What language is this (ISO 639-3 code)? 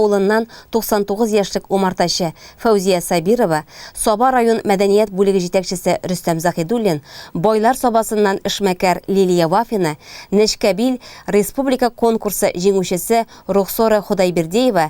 tat